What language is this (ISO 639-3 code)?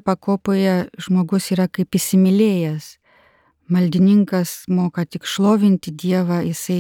lit